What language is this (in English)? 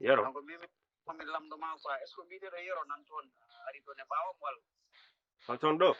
Fula